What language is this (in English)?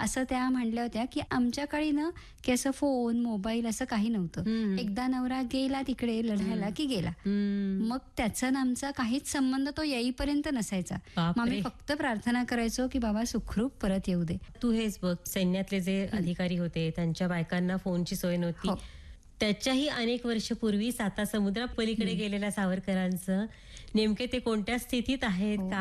Marathi